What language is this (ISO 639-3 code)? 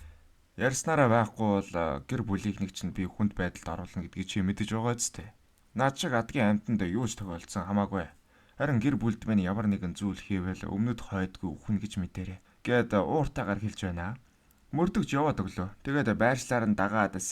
mon